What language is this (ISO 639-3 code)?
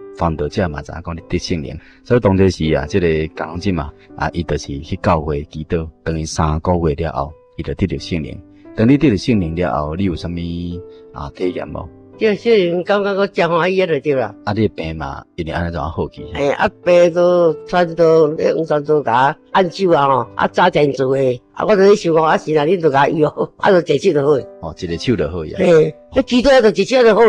nan